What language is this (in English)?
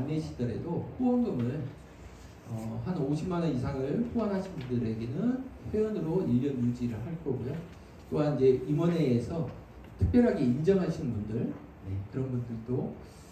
Korean